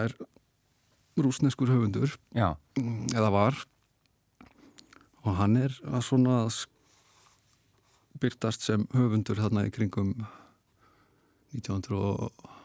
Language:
Icelandic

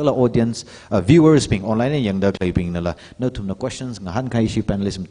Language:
Tangkhul Naga (India)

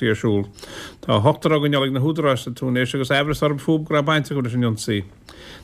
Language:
Irish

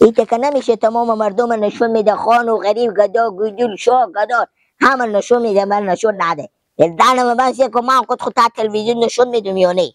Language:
Persian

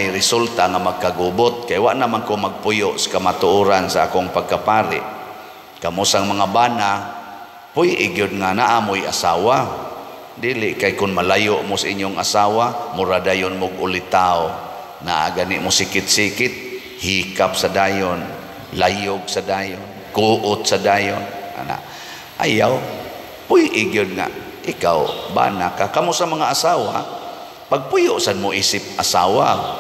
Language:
Cebuano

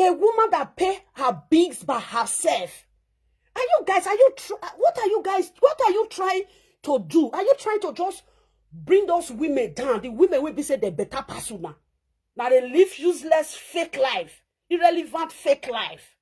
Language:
Nigerian Pidgin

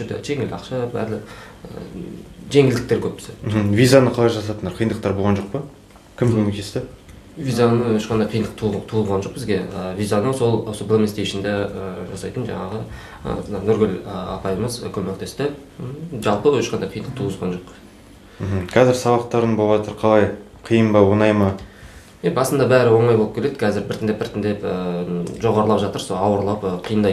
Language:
Kazakh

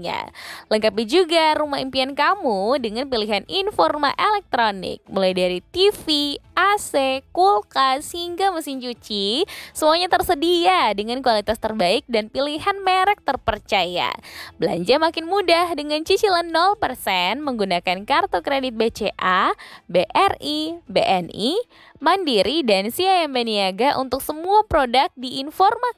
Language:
Indonesian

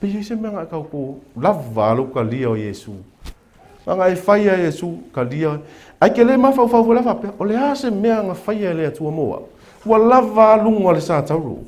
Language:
Samoan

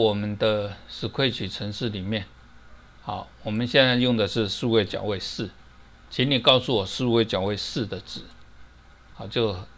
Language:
Chinese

